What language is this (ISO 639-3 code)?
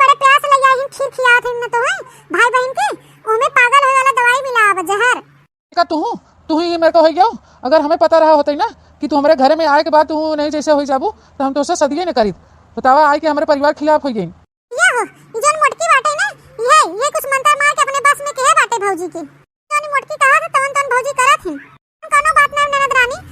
awa